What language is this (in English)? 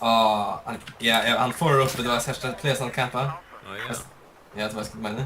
Faroese